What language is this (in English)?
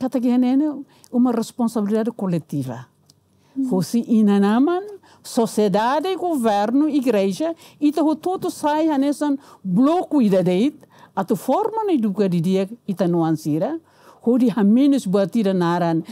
Tetum